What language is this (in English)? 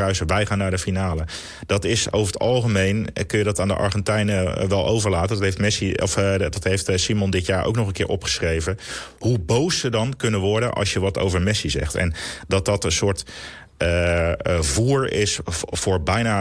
Dutch